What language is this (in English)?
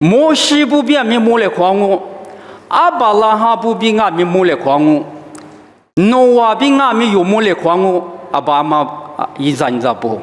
Lisu